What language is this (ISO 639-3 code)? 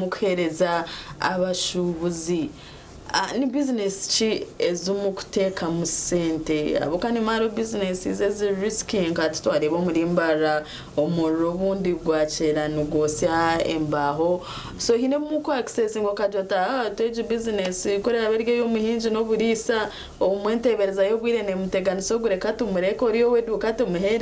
nyn